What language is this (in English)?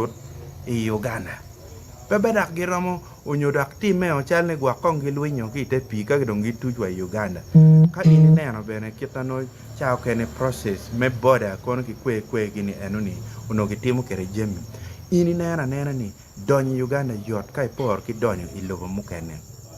Acoli